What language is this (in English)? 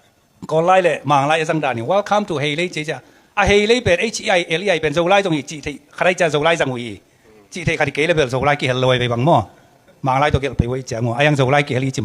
Tedim Chin